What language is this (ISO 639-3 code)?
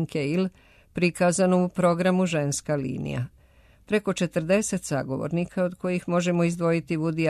srp